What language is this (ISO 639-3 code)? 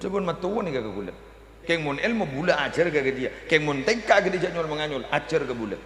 mad